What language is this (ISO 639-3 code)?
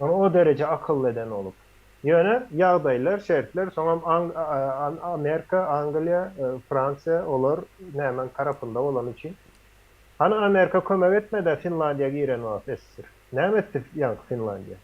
tuk